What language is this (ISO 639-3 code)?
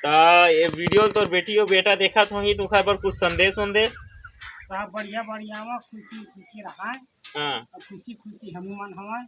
hne